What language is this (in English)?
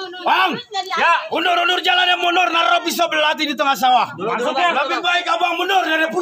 Betawi